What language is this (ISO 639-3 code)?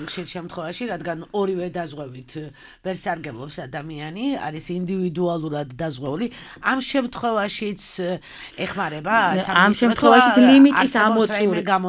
kat